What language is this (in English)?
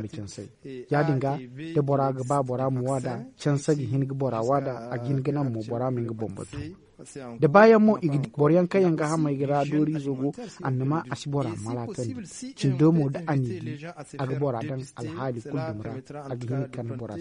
Zarma